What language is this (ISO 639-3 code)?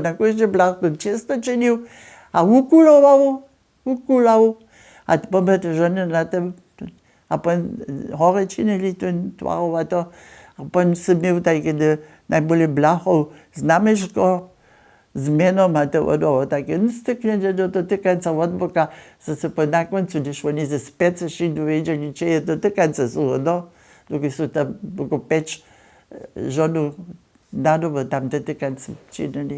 hsb